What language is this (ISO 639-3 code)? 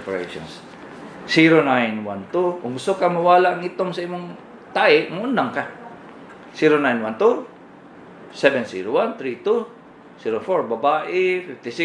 ceb